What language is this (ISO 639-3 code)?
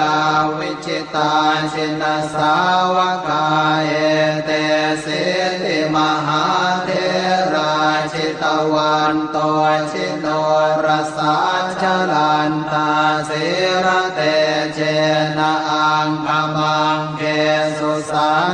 pli